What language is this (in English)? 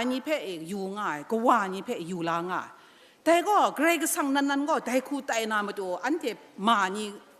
Kachin